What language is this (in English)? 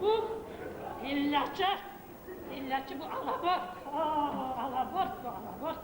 Kumyk